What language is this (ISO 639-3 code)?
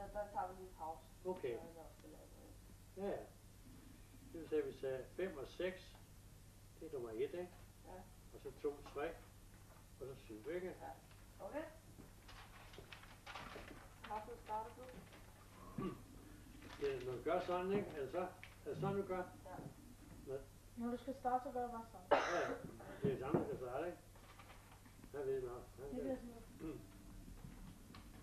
dan